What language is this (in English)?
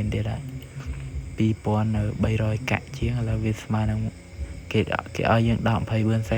Khmer